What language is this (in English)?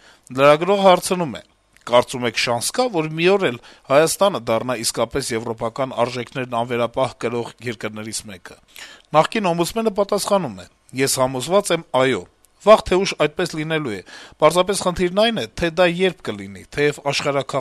Armenian